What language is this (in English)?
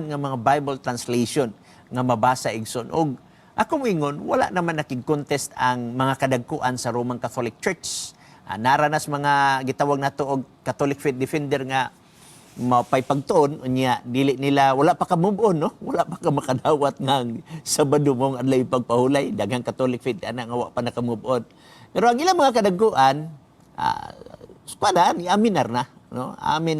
Cebuano